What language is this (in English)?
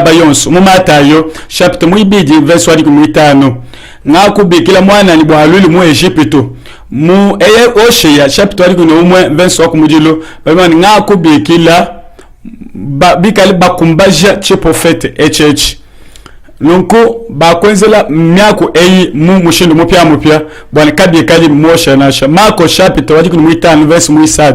Luba-Lulua